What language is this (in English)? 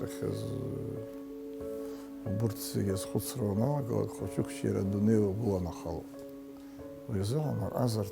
Abkhazian